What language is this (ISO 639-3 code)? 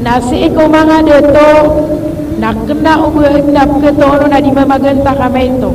mrw